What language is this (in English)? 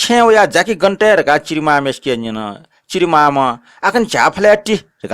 Newari